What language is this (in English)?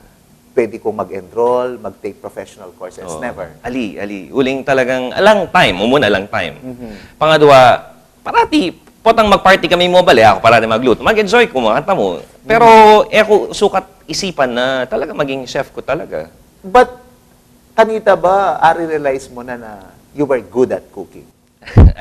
Pampanga